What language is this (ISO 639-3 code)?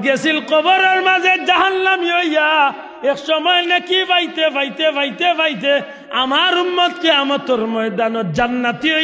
syl